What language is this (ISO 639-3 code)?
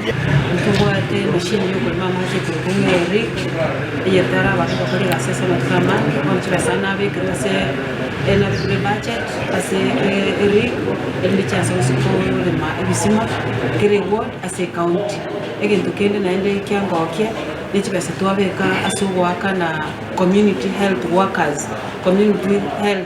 guz